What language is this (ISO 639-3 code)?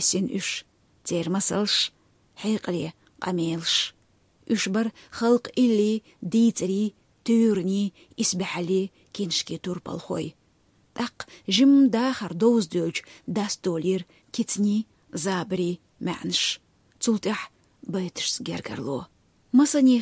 che